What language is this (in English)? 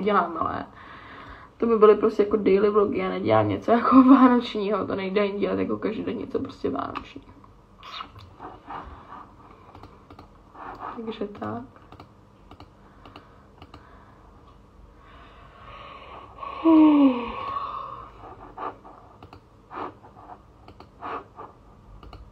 Czech